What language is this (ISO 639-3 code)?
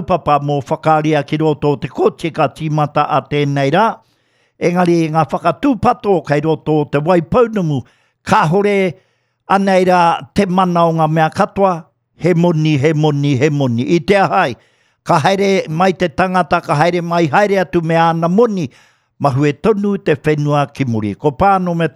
mri